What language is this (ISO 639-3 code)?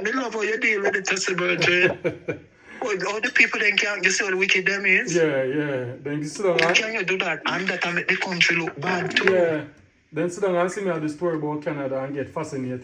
jam